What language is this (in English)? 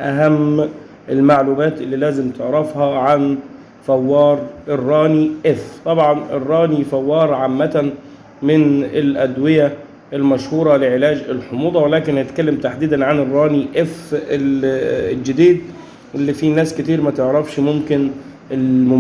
Egyptian Arabic